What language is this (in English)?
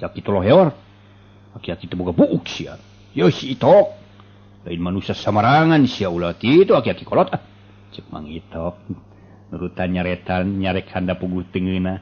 Sundanese